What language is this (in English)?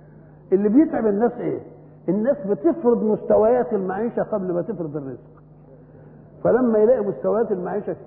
Egyptian Arabic